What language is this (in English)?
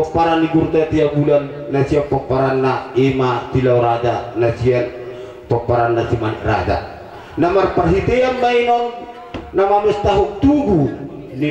Batak Toba